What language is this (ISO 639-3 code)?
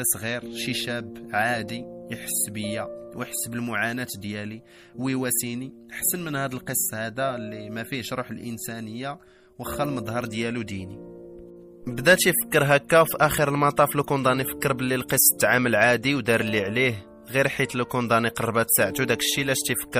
ary